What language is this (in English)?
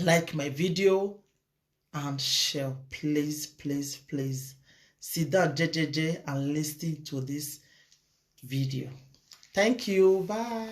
Nigerian Pidgin